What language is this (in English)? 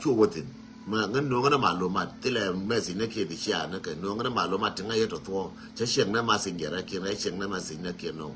Nuer